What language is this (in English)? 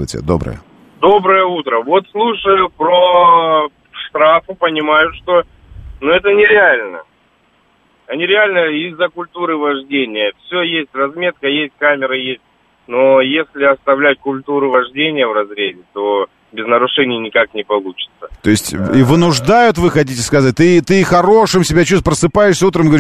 Russian